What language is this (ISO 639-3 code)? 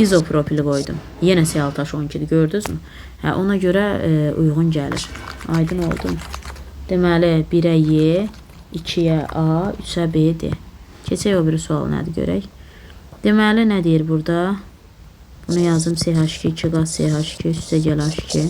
aze